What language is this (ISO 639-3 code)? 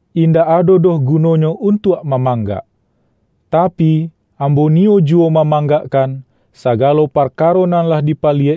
min